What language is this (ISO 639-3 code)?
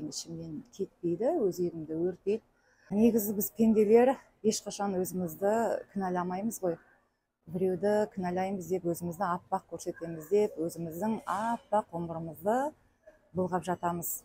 kaz